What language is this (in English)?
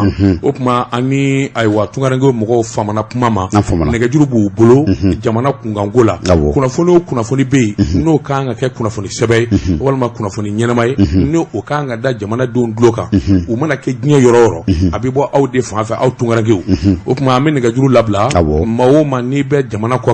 Bambara